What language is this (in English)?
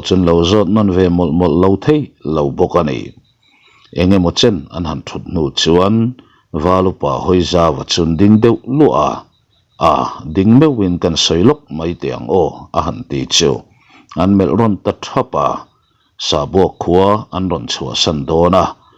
Mizo